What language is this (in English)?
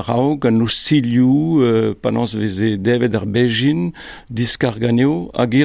Breton